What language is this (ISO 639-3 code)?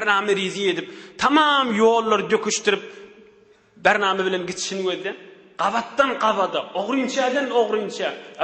tuk